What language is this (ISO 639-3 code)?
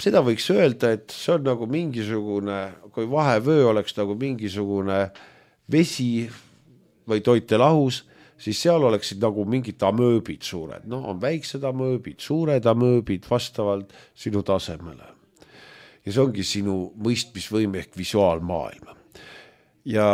est